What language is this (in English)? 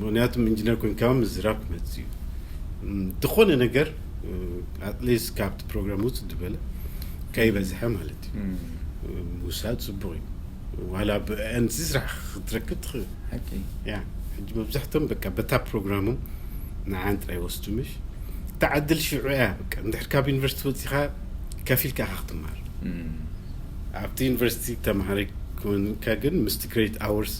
Tigrinya